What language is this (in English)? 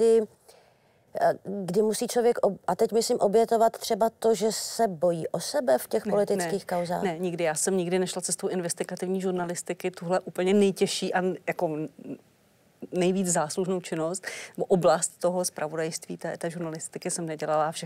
Czech